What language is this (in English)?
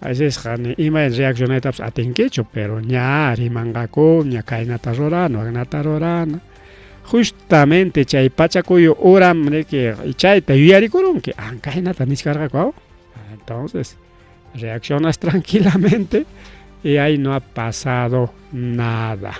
Ayacucho Quechua